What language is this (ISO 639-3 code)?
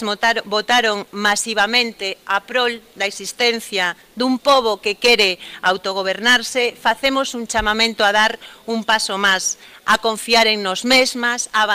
glg